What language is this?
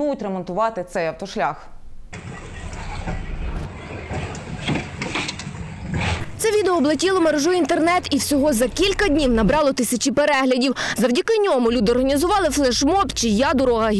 Ukrainian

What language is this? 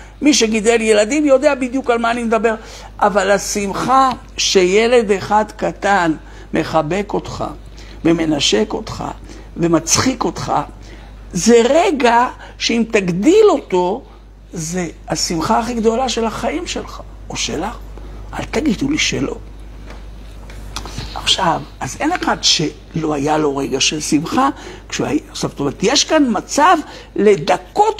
Hebrew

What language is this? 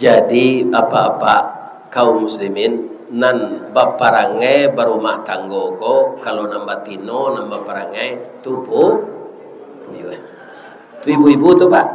Minangkabau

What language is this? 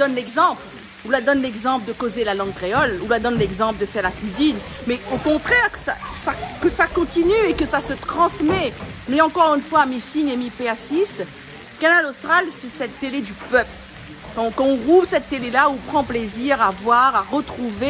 Réunion Creole French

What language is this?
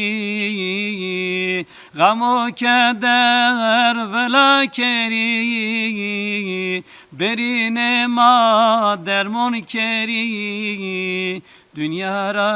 Zaza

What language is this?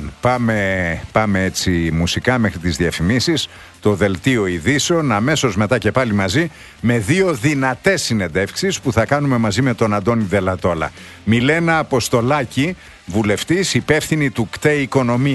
Greek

